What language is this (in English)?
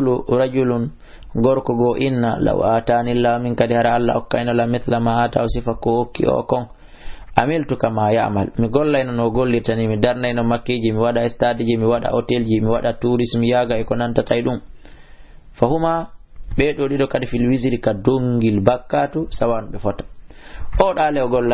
Fula